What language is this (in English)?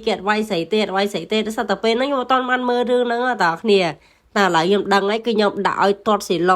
Khmer